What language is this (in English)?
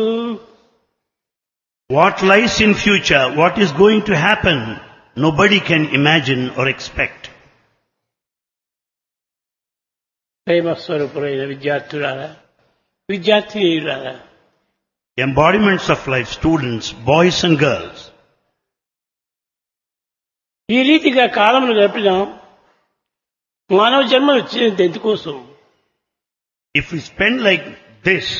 Telugu